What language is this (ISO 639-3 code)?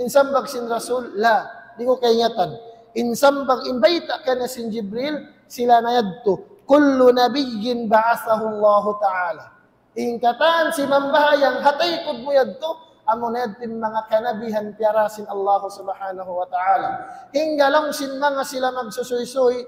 tsg